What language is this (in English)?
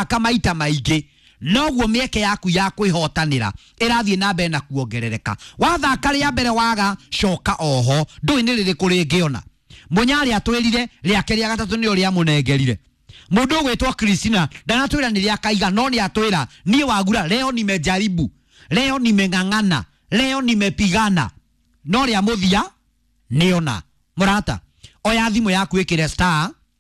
Kikuyu